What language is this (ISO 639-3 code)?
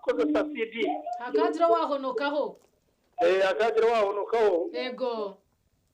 nyn